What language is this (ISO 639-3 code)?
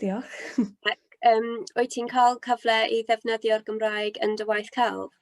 cym